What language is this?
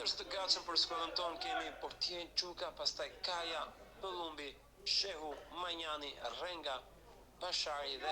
Albanian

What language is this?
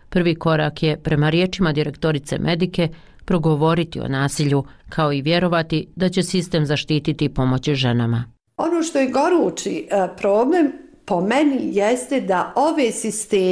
Bosnian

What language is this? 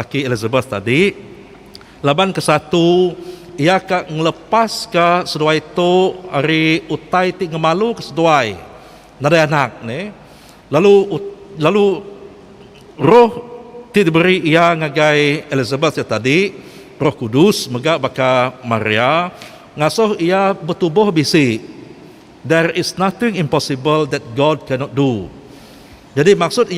Iban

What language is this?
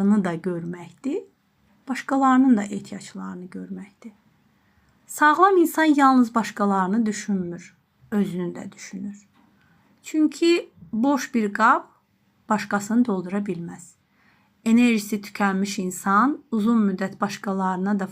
Azerbaijani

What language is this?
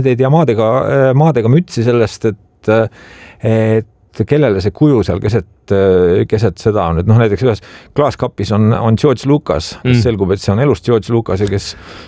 Estonian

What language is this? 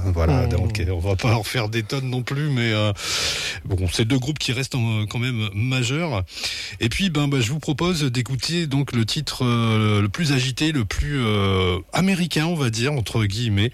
French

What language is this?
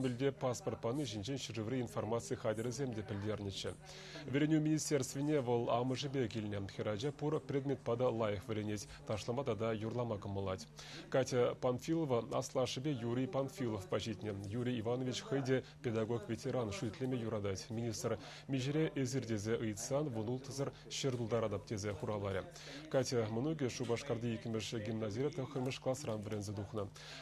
Chuvash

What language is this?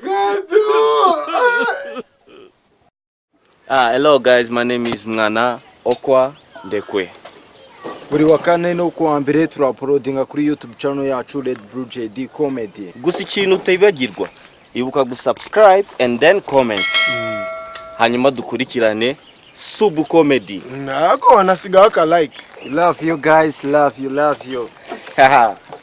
Kinyarwanda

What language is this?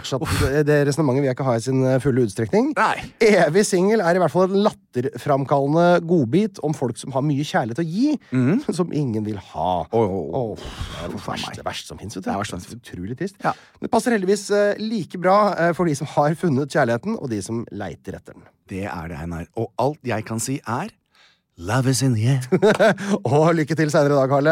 Norwegian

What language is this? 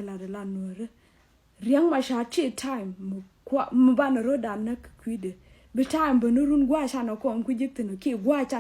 Nuer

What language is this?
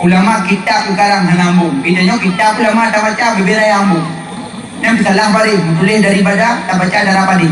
Achinese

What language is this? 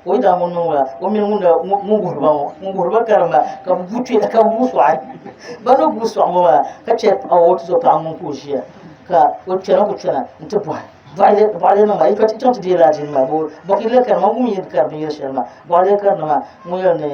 Dagbani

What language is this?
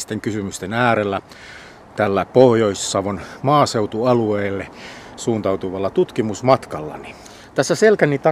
Finnish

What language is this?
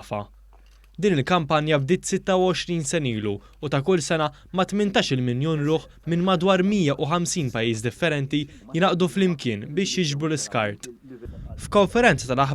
Maltese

